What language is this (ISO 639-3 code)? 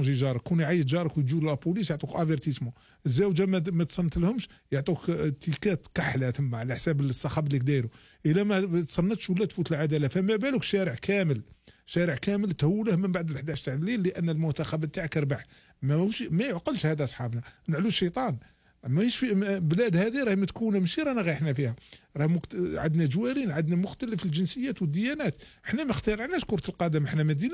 arq